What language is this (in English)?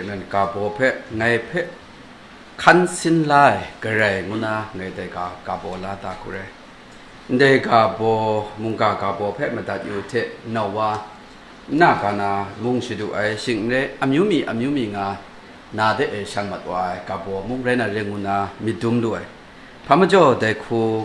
Kachin